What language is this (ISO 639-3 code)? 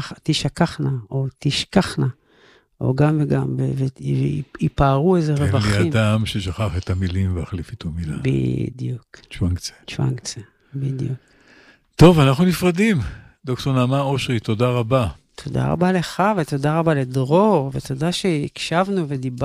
heb